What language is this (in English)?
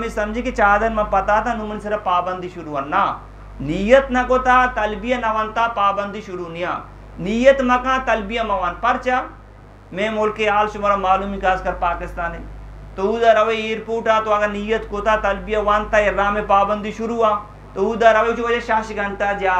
Eastern Balochi